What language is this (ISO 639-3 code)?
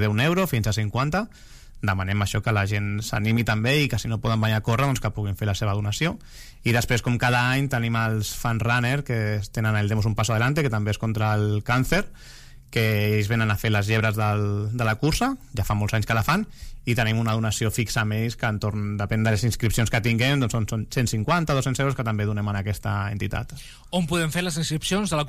cat